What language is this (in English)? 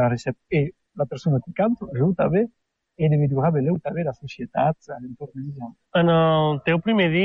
Catalan